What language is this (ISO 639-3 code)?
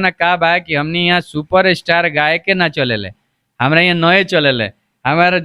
bho